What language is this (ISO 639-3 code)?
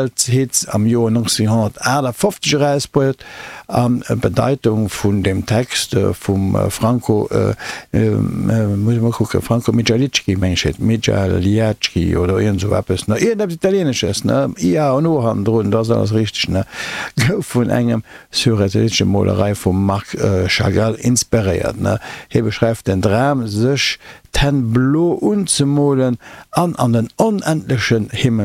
ltz